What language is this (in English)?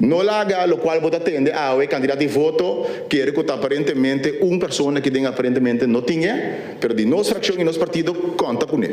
Papiamento